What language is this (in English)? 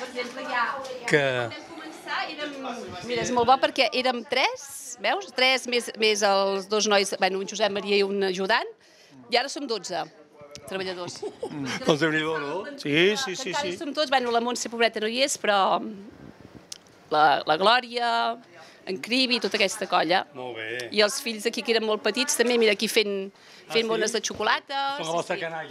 Catalan